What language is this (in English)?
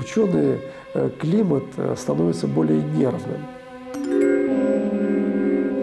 Russian